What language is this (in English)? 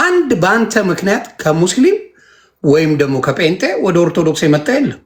Amharic